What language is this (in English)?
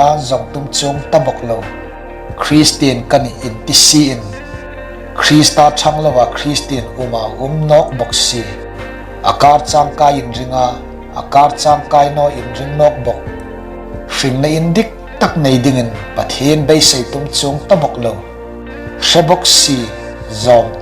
Hmar